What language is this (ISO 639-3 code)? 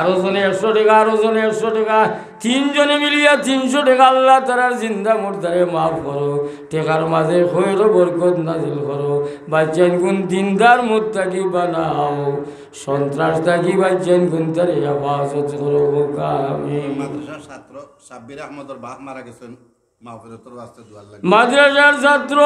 syl